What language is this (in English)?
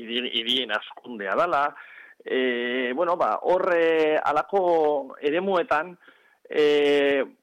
Basque